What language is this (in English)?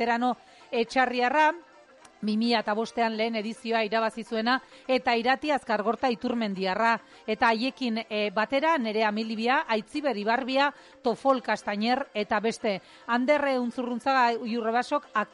Basque